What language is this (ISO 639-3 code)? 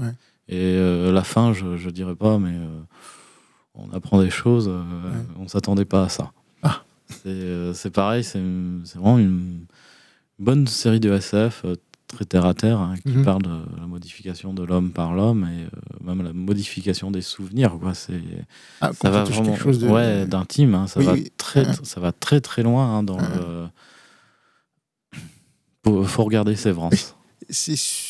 fra